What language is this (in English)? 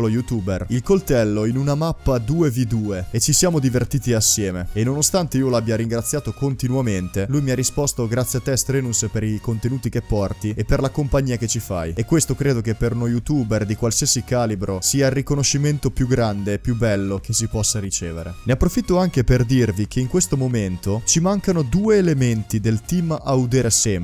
Italian